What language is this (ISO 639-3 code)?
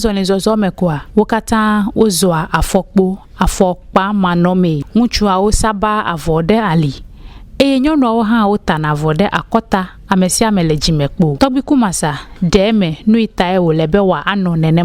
ewe